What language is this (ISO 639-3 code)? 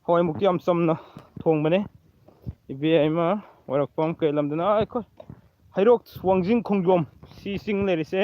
mni